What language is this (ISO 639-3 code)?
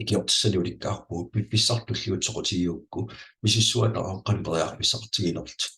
kal